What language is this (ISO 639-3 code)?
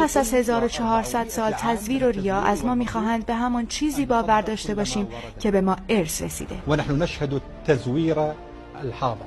fas